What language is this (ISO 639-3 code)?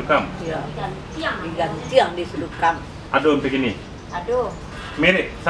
min